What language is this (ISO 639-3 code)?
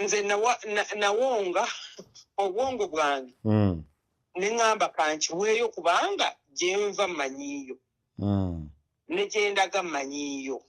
lug